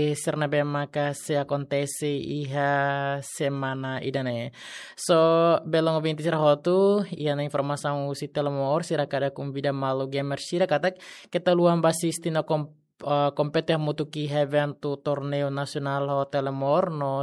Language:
Tetum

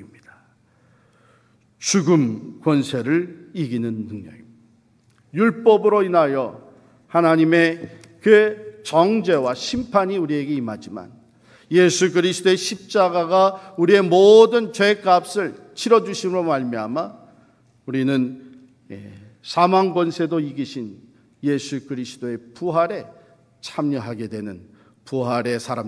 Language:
Korean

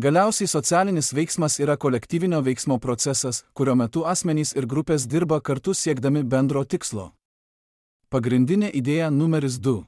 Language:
Lithuanian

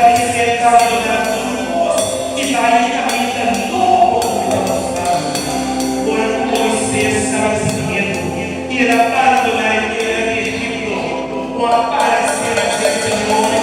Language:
Papiamento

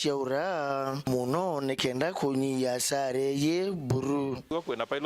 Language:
Meru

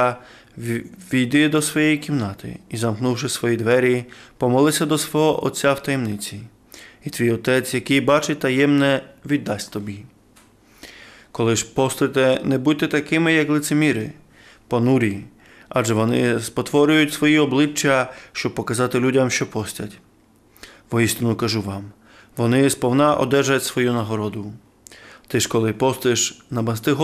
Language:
Ukrainian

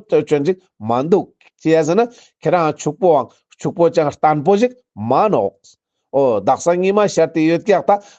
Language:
Ladakhi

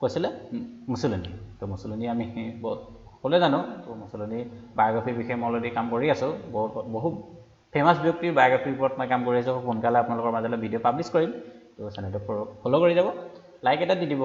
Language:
Assamese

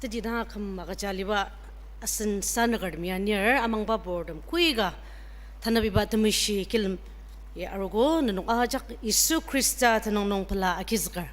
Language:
Ao Naga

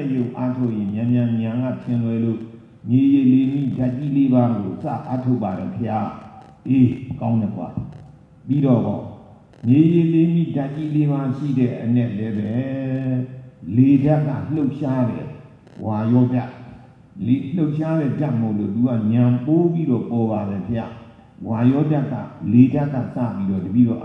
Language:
Burmese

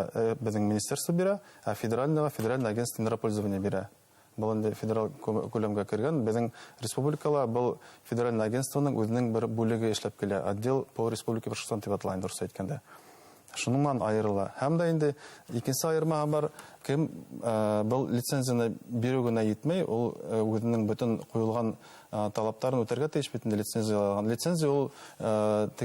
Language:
Bashkir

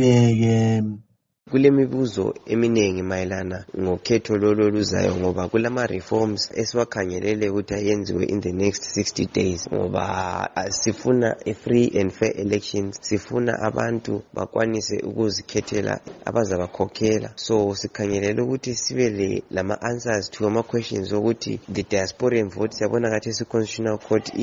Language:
North Ndebele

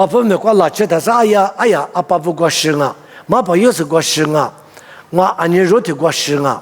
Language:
Lisu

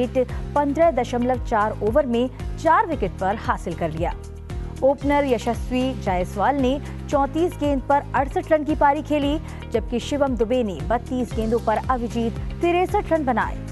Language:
Hindi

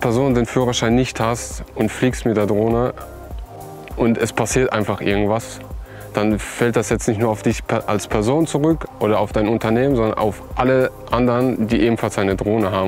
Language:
German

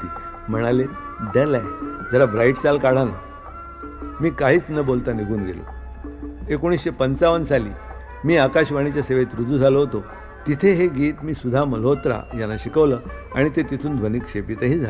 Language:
Marathi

